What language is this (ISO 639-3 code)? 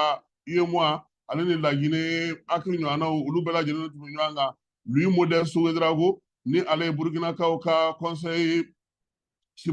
bam